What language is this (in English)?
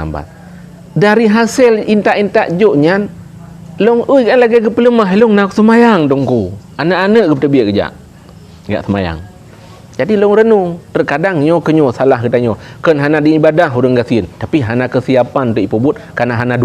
Achinese